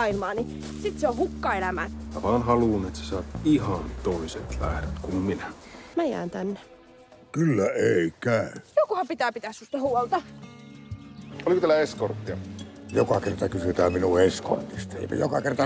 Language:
Finnish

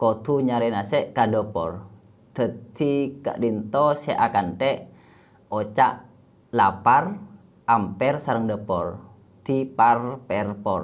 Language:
Madurese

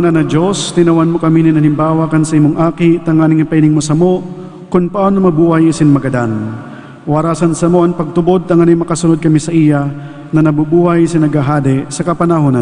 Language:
Bikol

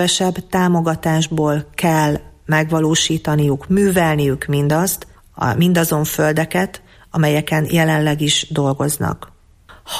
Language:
Hungarian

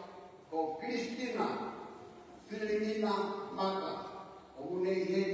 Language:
Tongan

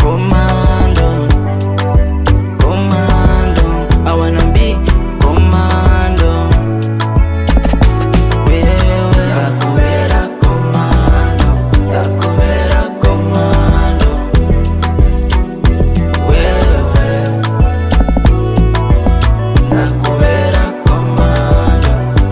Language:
Kinyarwanda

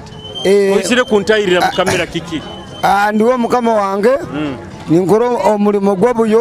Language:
Nyoro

